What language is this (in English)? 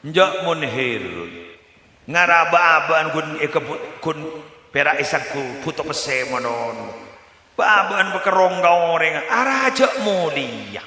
Madurese